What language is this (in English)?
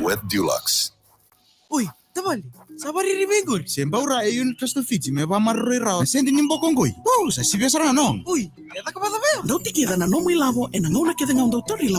Fijian